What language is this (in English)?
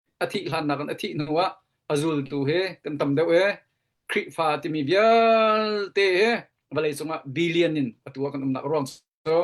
Hakha Chin